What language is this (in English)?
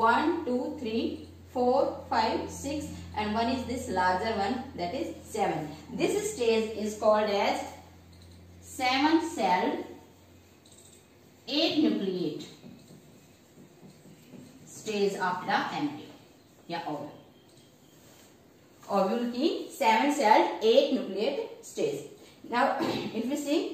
English